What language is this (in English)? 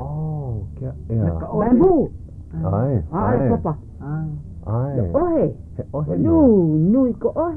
Hawaiian